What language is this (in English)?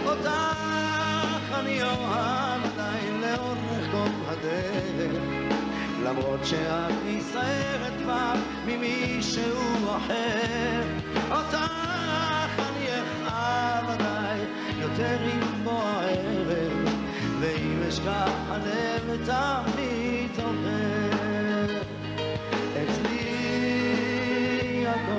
Hebrew